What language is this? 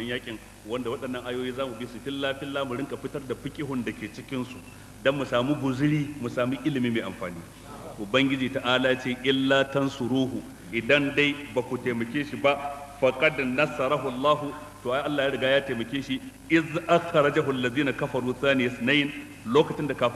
Hausa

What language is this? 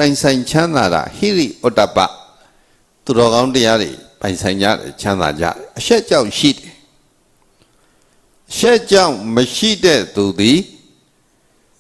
Burmese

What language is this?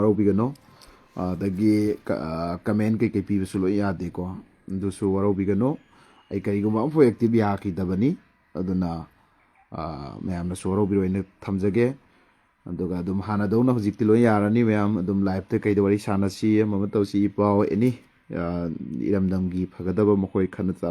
Manipuri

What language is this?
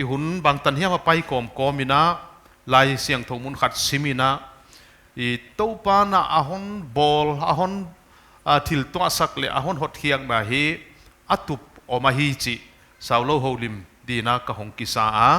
Paite Chin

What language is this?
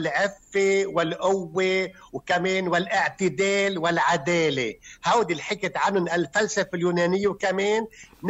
North Levantine Arabic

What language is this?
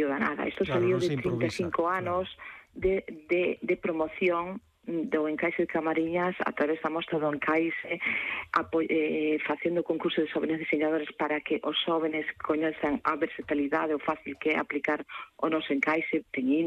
Galician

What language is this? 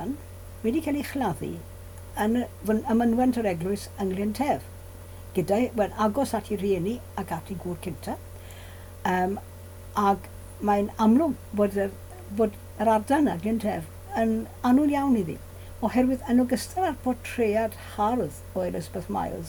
Welsh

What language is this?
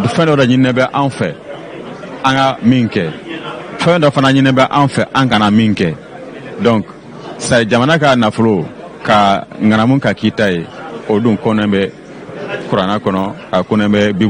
Bambara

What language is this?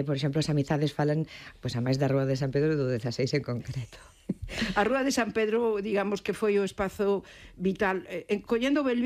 Galician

